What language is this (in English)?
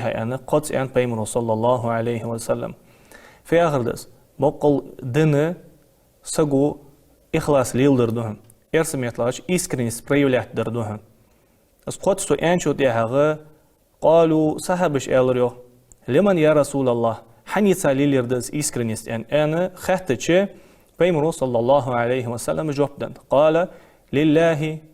Ingush